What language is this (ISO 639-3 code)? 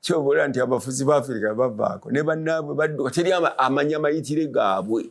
lug